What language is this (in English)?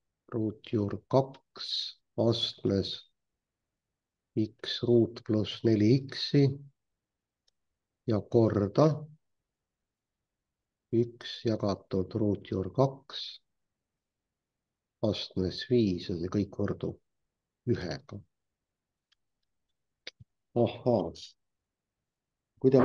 Estonian